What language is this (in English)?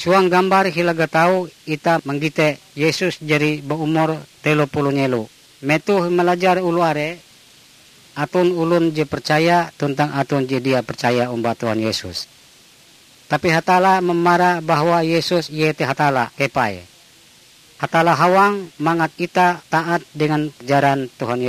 Ngaju